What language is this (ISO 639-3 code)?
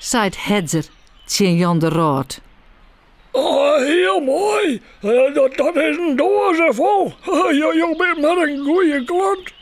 fry